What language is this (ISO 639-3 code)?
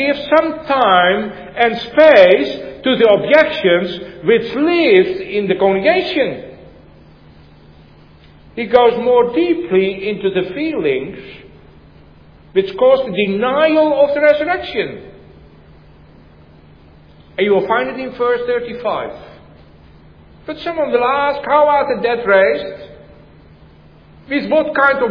eng